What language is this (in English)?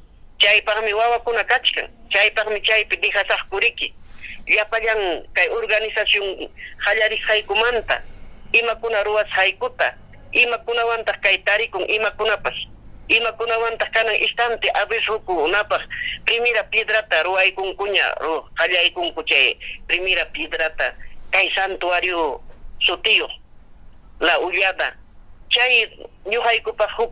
Ayacucho Quechua